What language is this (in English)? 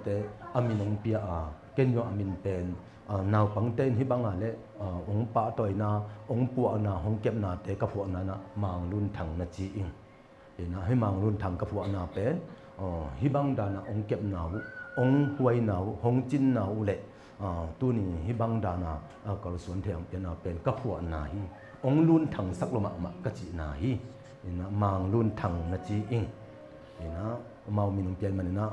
Tedim Chin